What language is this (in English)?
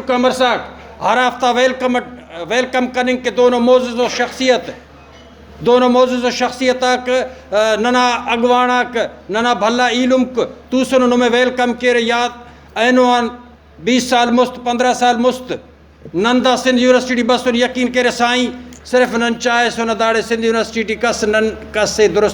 Brahui